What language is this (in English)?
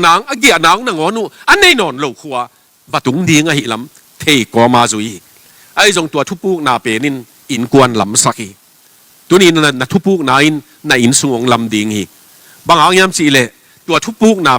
Tedim Chin